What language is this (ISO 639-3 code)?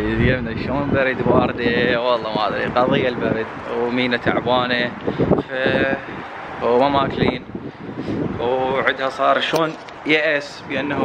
acm